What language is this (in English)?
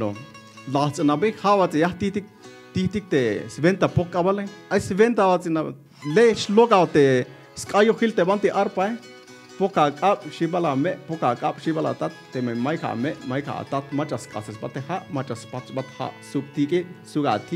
Tzeltal